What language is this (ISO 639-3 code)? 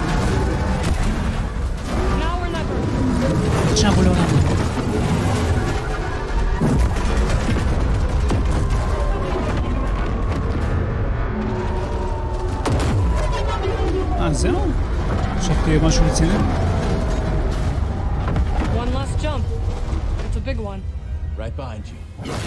heb